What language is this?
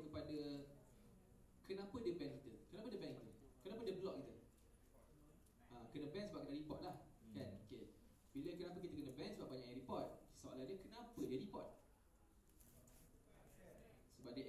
Malay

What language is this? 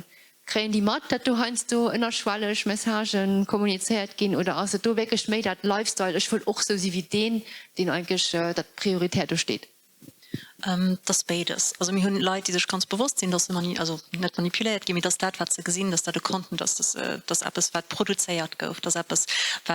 Luxembourgish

